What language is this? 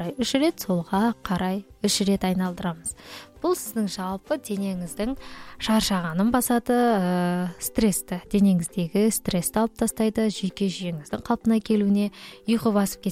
Kazakh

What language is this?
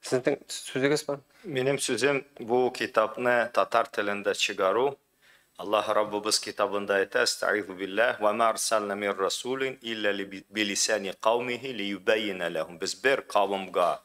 Tatar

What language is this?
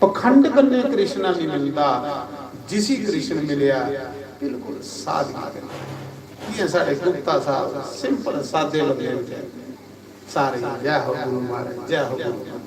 Dogri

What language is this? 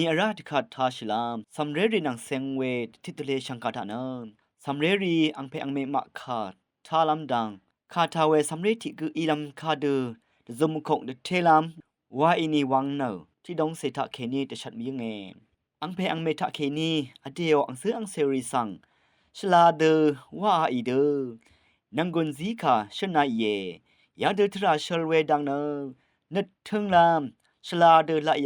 Rawang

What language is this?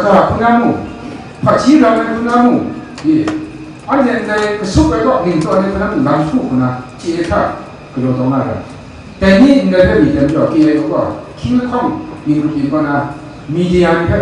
Kachin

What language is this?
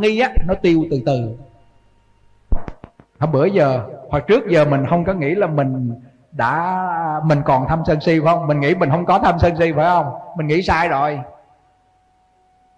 Vietnamese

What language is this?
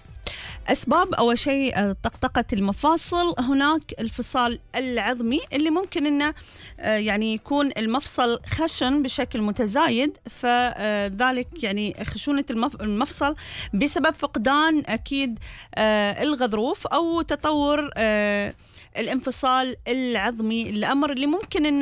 Gulf Arabic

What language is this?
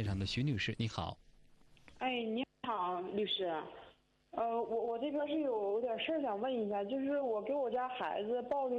Chinese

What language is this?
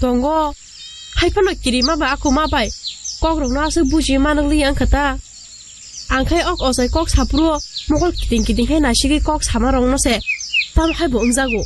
Kok Borok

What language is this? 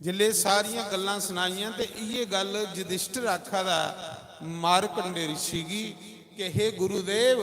Dogri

